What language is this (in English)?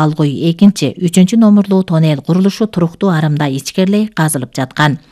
Kyrgyz